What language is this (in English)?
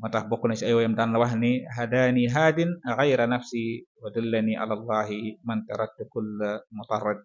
Wolof